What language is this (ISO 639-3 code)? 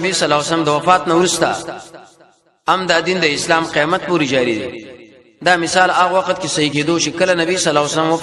pus